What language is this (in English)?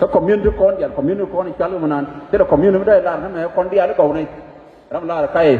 Nuer